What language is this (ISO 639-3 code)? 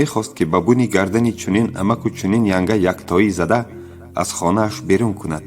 tgk